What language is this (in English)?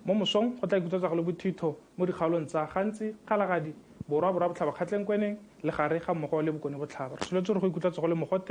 Tswana